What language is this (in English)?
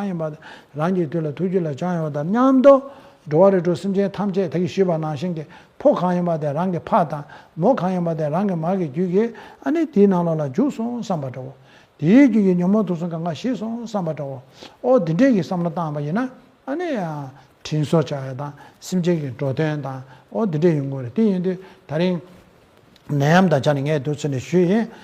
Tibetan